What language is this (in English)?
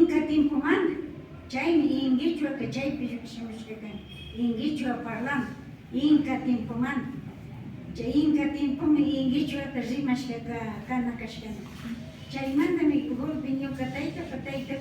Imbabura Highland Quichua